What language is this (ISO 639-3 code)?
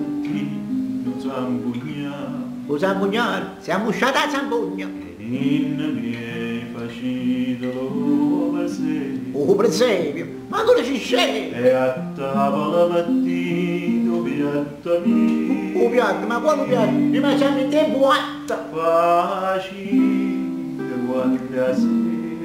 nap